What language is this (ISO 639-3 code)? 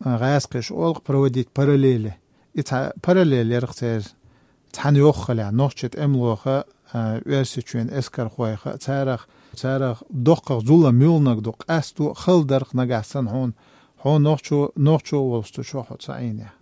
che